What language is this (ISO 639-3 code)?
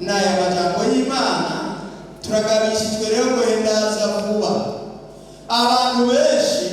run